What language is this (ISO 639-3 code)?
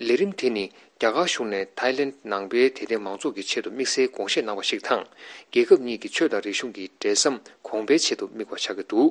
bod